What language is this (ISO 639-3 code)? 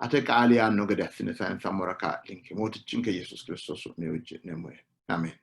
sid